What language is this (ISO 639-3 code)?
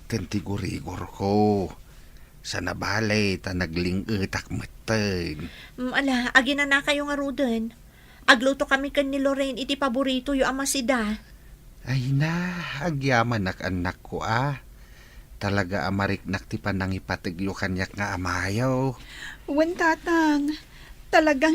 ilo